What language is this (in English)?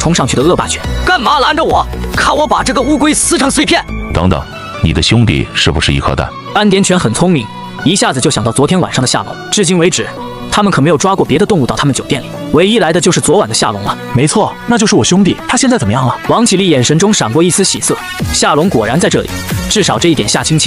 Chinese